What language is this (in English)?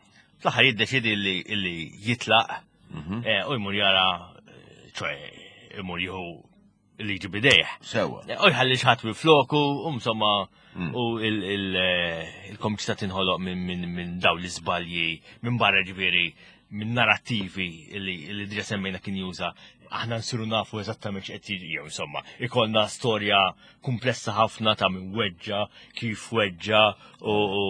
Maltese